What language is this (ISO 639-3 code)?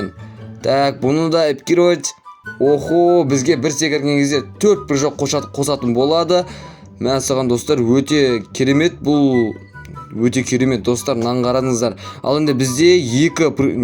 kaz